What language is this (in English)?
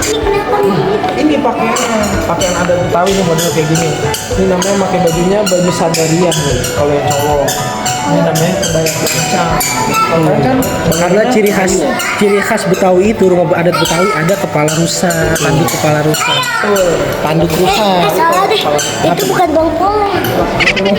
Betawi